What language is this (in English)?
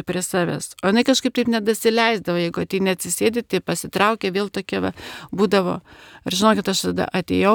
Lithuanian